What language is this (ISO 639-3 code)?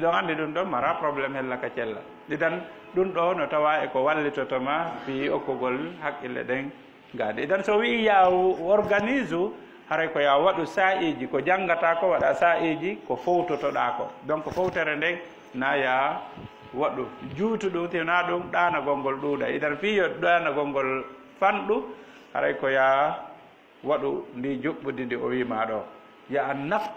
ful